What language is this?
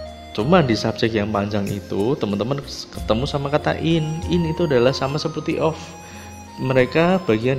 Indonesian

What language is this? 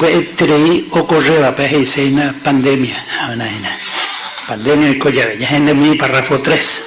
Guarani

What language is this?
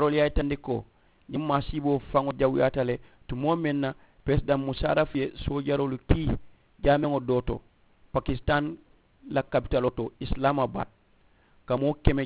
Mandingo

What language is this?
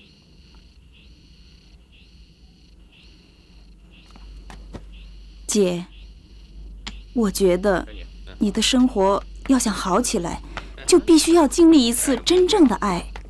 Chinese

